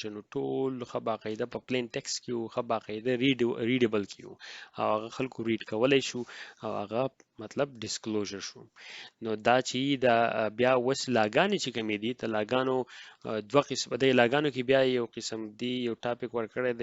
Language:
Pashto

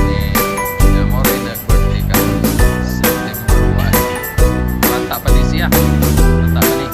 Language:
Cebuano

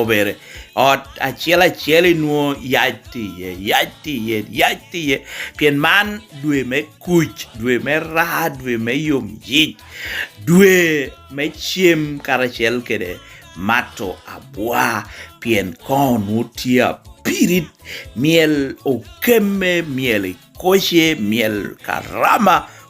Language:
Lango (Uganda)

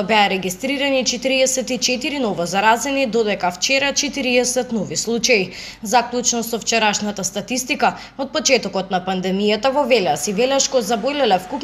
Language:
Macedonian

